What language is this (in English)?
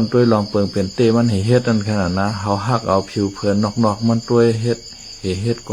Shan